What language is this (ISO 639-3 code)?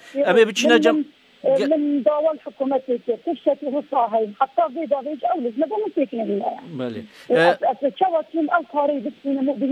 kur